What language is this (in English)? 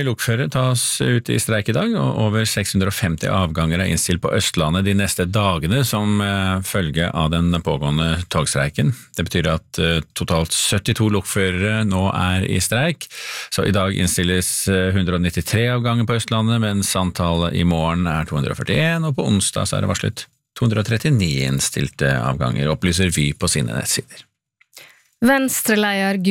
Norwegian